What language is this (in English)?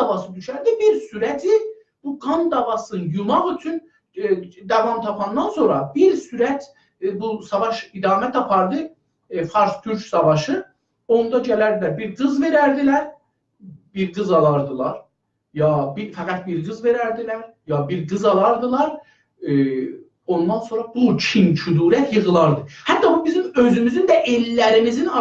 South Azerbaijani